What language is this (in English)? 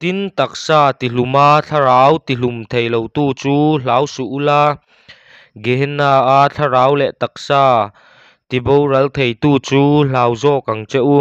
Mizo